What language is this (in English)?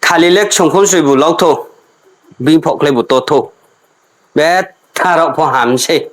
Riang (India)